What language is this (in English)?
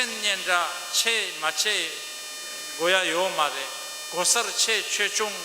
Tibetan